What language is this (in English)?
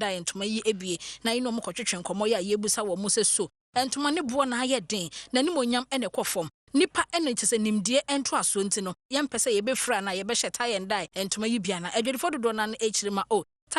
Akan